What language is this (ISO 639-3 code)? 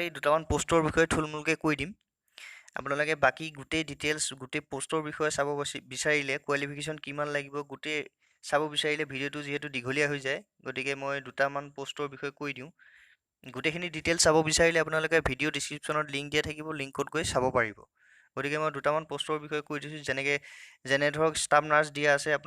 asm